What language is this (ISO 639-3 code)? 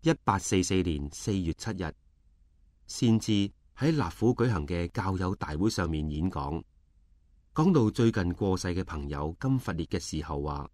yue